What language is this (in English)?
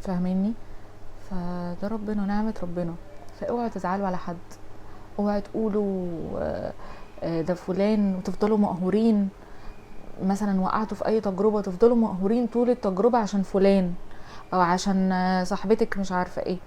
Egyptian Arabic